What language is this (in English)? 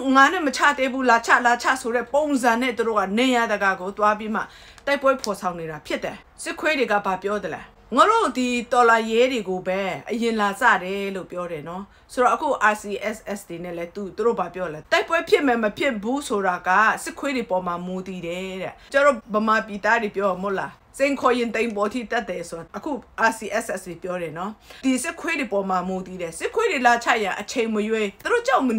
Burmese